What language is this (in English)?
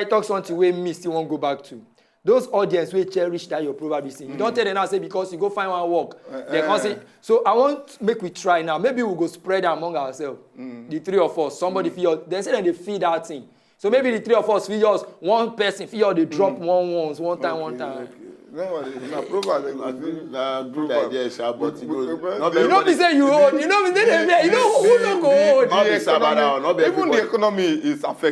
Nigerian Pidgin